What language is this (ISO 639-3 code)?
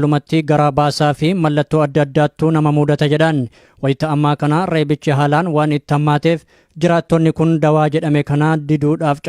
orm